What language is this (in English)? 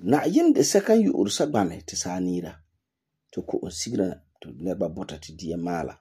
Frafra